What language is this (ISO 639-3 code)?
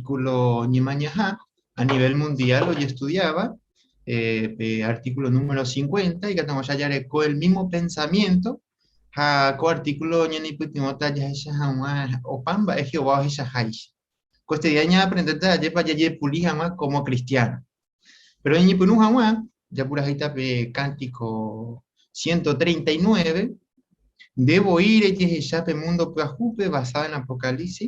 grn